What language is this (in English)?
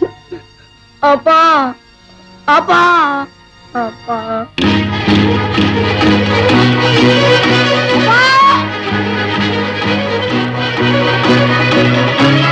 Kannada